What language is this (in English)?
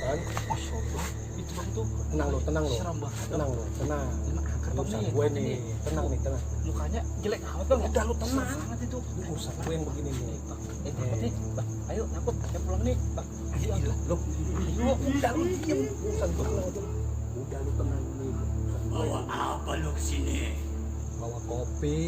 Betawi